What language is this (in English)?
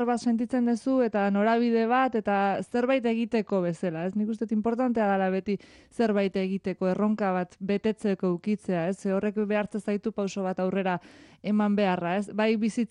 Basque